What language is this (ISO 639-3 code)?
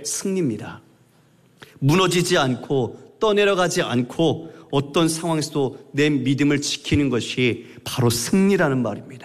kor